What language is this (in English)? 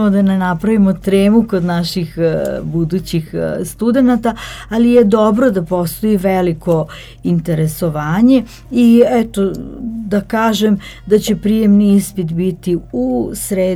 Serbian